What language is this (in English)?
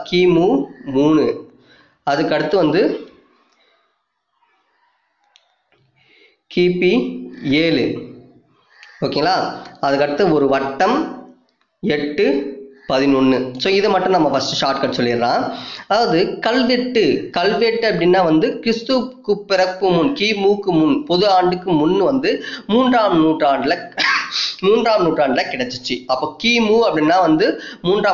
Tamil